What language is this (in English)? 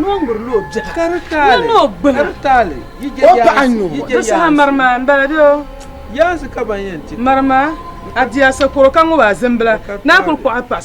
Dagbani